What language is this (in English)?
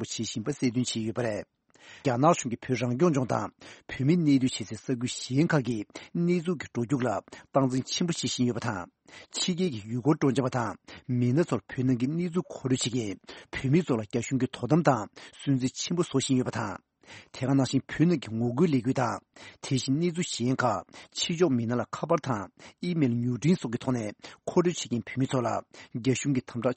Tibetan